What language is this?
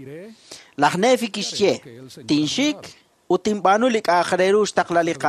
Kekchí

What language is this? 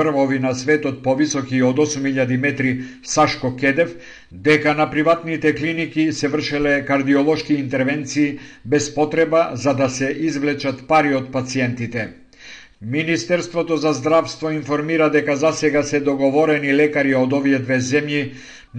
Macedonian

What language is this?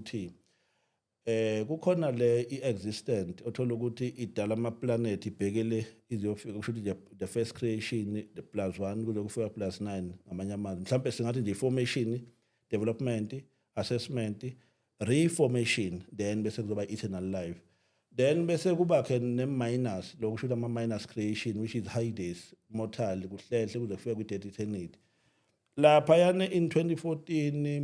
Zulu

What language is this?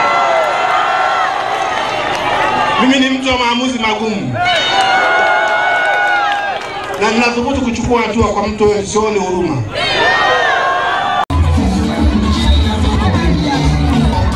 Swahili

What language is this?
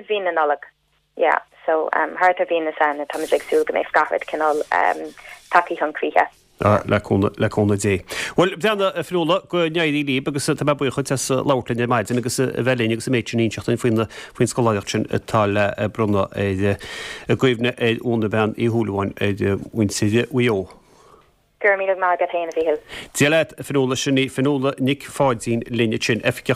Irish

